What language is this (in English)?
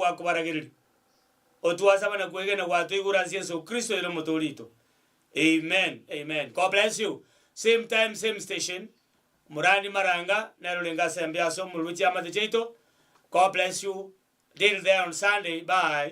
Gusii